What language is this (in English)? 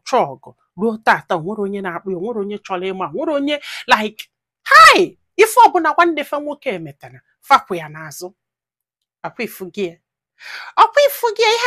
Igbo